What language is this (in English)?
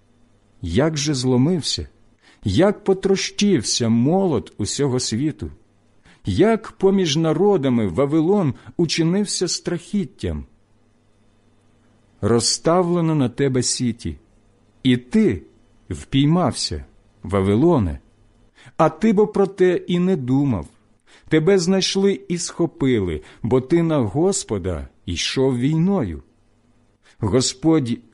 Ukrainian